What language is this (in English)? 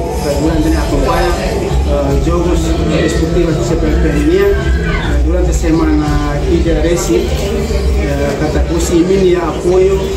Tetum